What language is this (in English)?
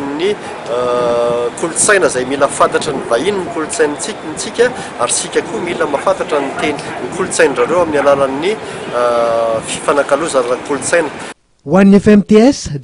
Malagasy